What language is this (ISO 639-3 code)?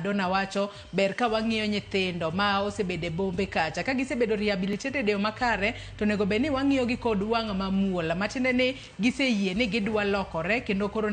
luo